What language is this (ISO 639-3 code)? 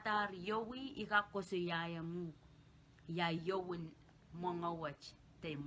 pon